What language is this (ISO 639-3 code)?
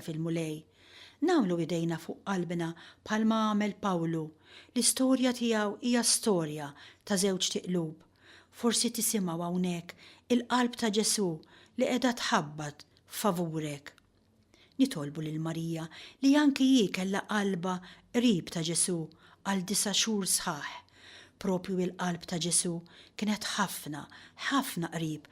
mlt